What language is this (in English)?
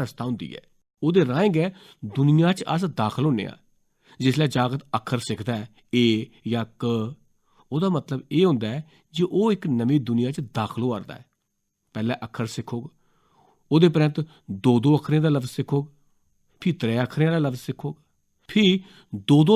Dogri